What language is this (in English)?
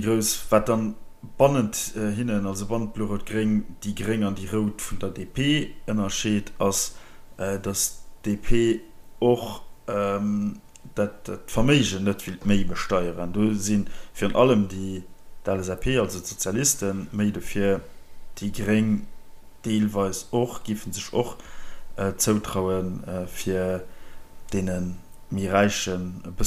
Luxembourgish